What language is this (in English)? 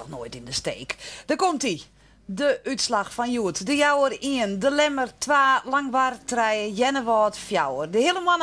Western Frisian